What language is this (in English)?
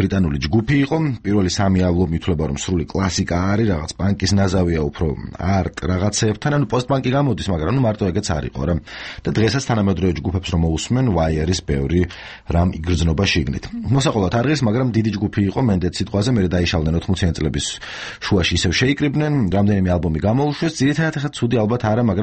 Georgian